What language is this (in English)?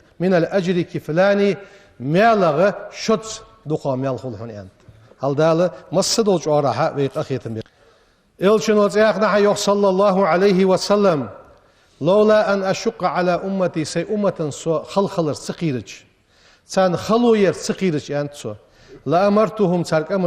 Ingush